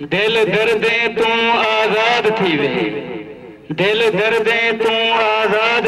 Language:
Saraiki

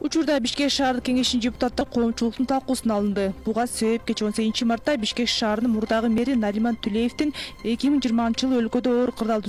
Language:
Kyrgyz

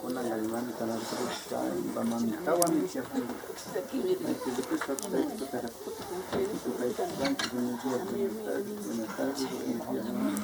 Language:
Imbabura Highland Quichua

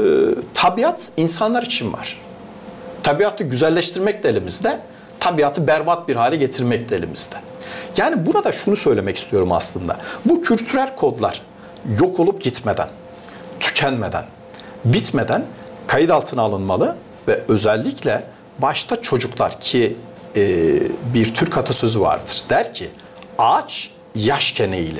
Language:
Gagauz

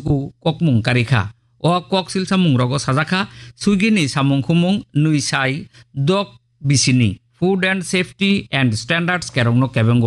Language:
Kok Borok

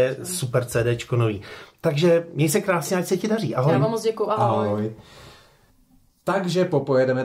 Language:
Czech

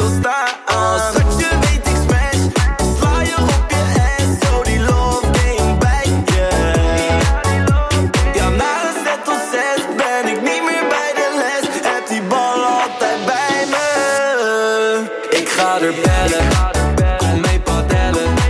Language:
Dutch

